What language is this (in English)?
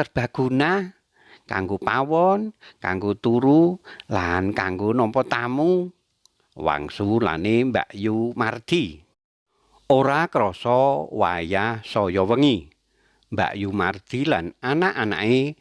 Javanese